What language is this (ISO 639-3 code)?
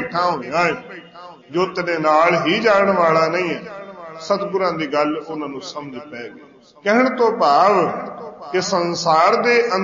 pan